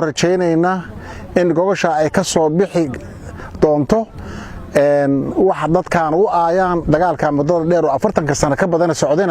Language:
Somali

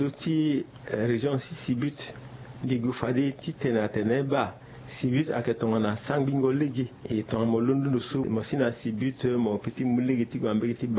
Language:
Sango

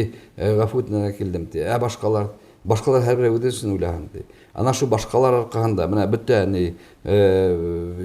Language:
Bashkir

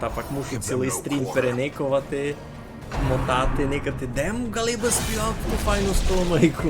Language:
Rusyn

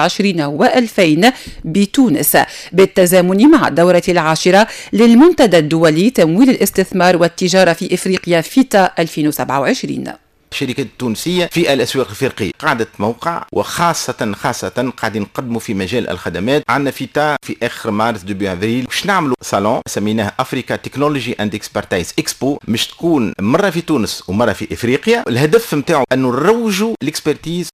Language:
Tunisian Arabic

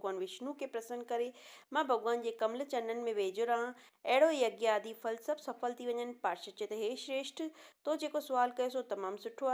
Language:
Sindhi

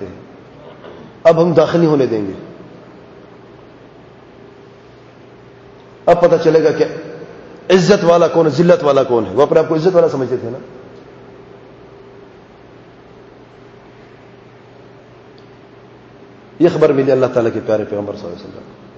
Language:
Urdu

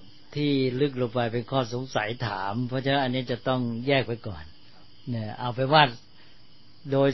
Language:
Thai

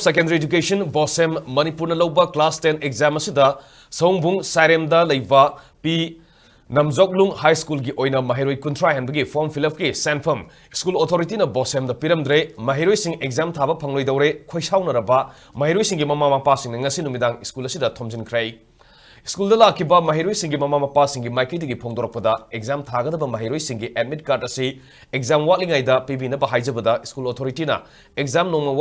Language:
Manipuri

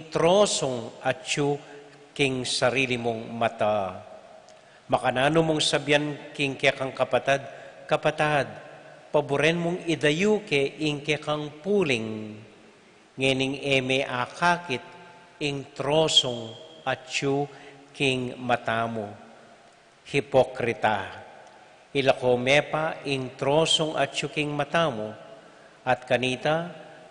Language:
Pampanga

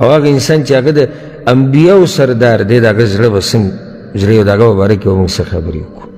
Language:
Pashto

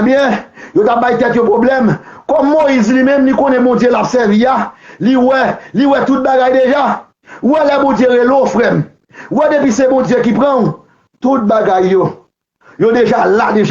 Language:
Haitian Creole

